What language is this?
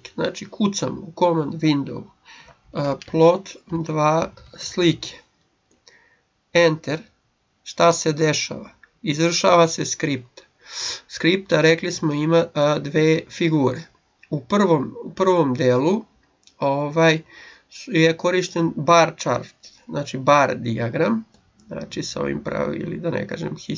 Serbian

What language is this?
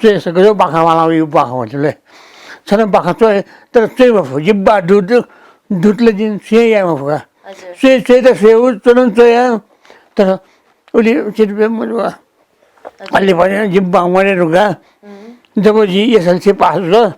Newari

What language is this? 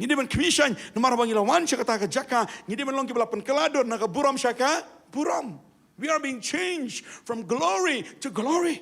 Khasi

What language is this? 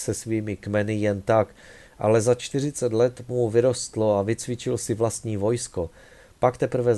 Czech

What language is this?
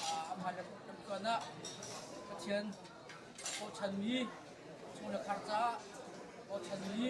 Hakha Chin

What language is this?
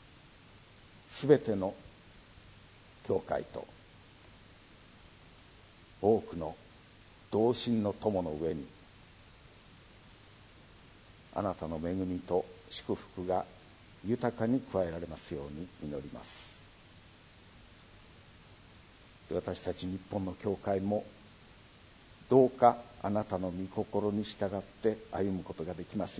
Japanese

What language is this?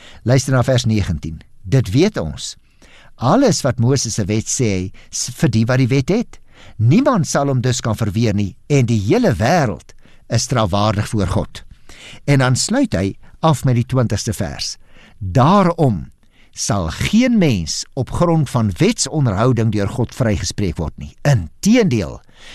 Afrikaans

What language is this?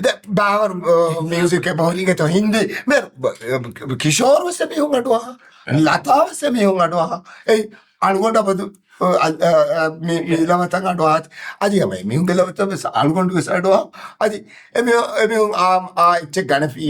Divehi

